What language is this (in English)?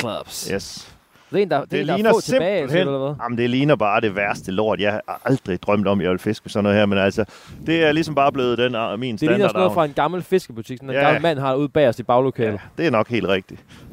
Danish